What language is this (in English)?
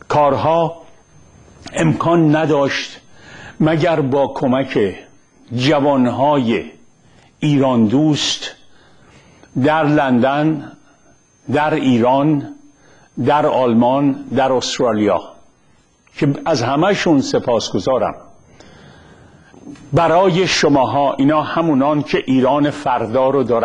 Persian